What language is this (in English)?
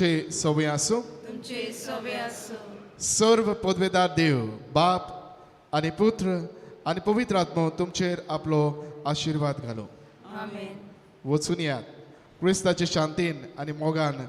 Konkani